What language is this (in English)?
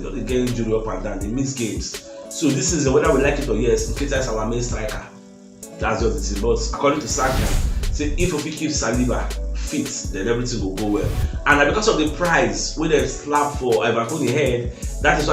Nigerian Pidgin